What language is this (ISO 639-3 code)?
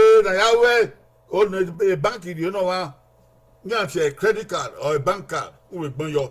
bin